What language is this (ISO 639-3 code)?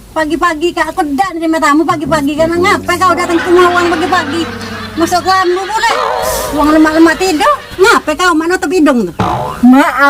mui